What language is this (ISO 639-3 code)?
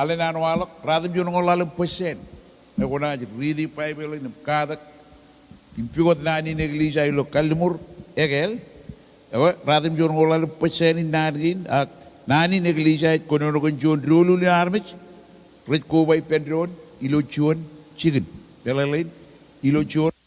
mah